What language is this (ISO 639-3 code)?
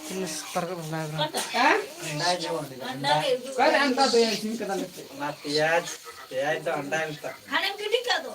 sat